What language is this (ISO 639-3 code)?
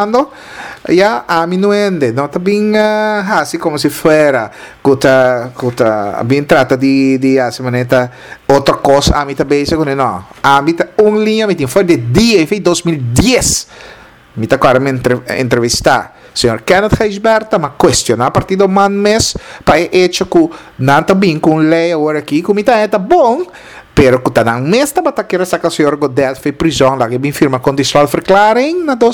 pap